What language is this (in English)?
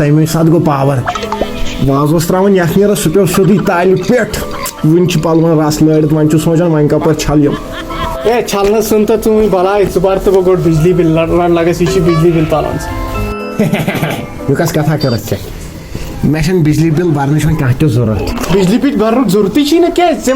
Kashmiri